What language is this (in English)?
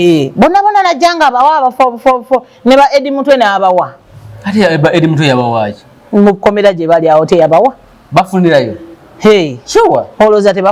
Ganda